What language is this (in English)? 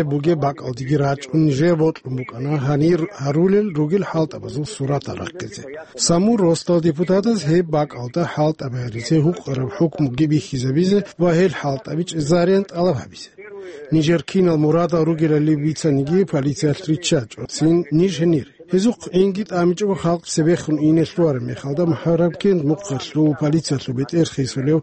Avaric